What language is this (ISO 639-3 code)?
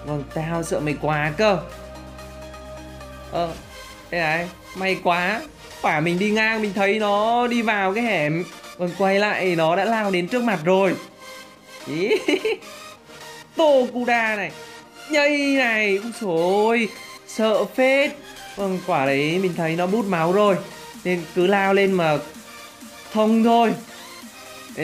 vie